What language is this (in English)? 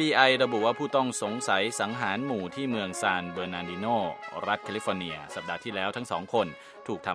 Thai